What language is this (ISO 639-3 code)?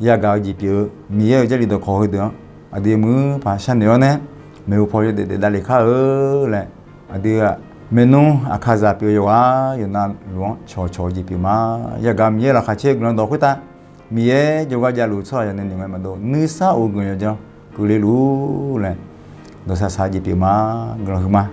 ahk